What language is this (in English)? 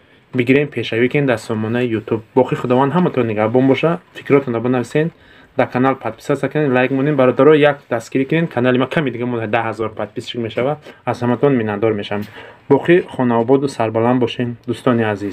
Tajik